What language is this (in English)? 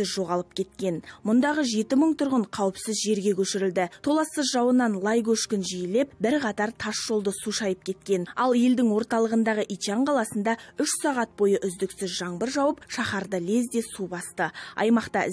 Kazakh